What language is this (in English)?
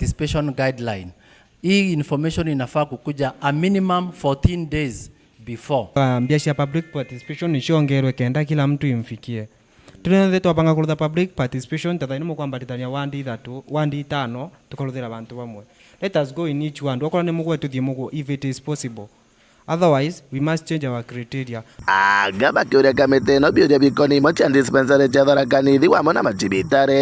Meru